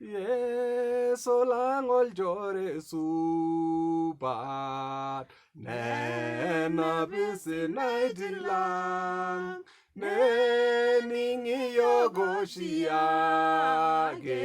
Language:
Masai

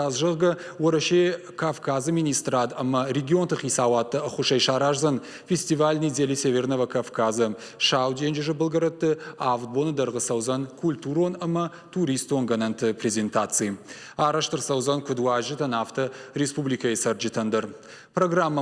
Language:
Ossetic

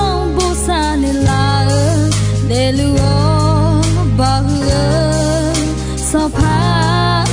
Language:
Akha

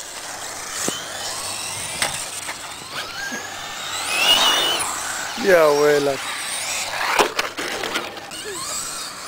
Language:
Hebrew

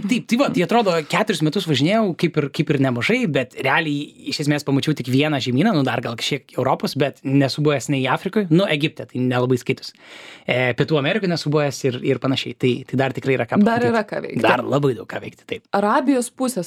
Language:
Lithuanian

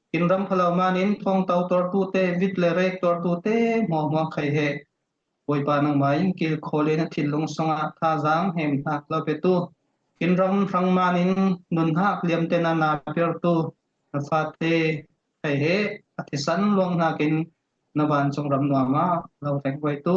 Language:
Falam Chin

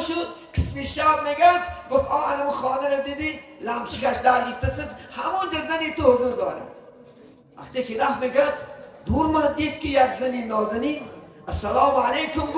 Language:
Tajik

